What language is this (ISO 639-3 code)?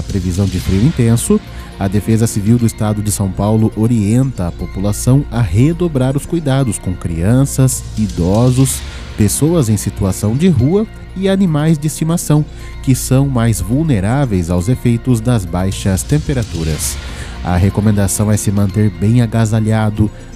por